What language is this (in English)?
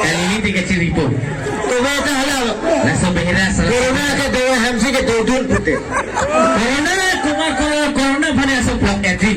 Karbi